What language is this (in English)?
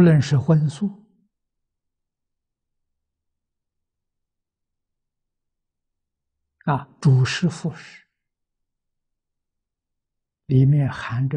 Chinese